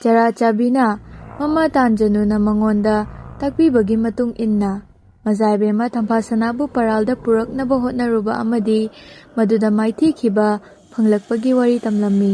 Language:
Manipuri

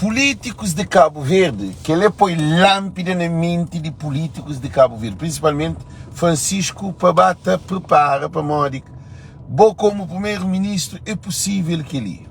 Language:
Kabuverdianu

